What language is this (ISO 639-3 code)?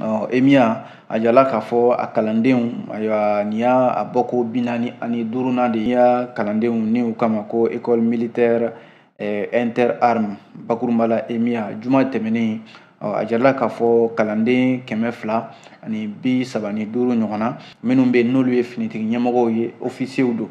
bam